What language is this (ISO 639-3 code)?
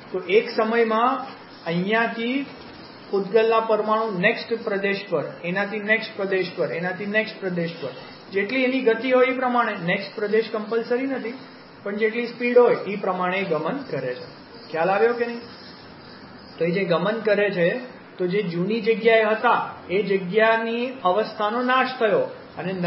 guj